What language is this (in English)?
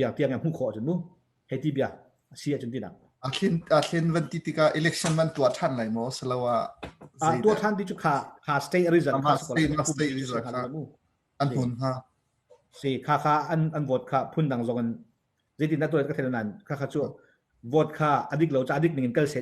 Hakha Chin